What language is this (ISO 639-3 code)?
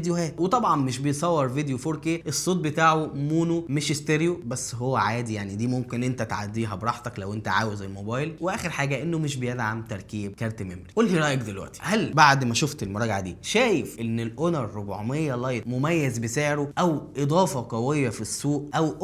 arz